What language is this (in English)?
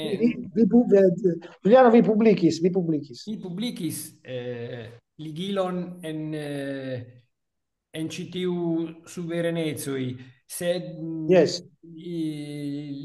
Esperanto